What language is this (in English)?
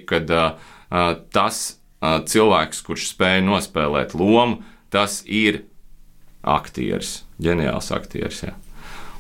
Latvian